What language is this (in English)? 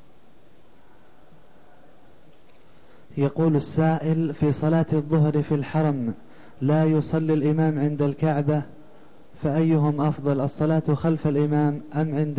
Arabic